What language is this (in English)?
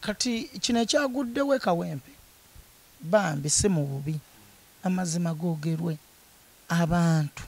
Ganda